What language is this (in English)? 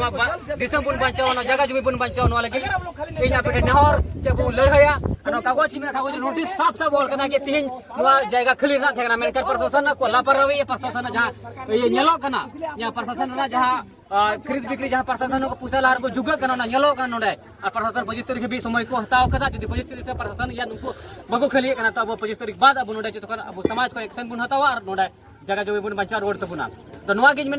Santali